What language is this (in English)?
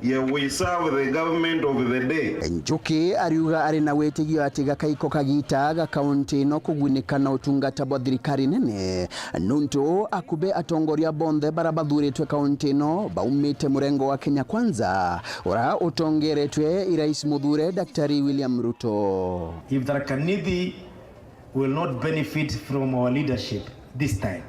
Meru